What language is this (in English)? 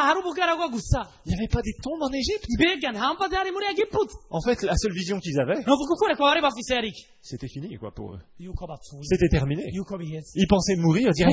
Rundi